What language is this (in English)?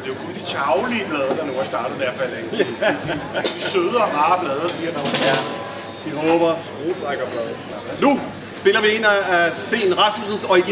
Danish